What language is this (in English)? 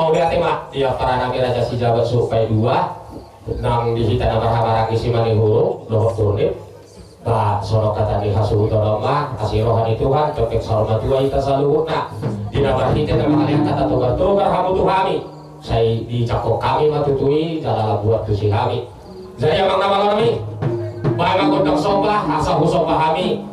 Batak Toba